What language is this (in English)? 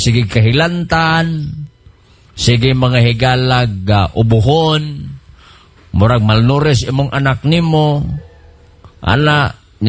Cebuano